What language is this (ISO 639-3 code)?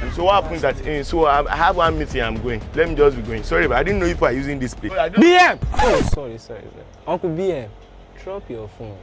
pcm